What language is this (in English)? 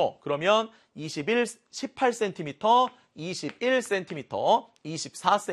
Korean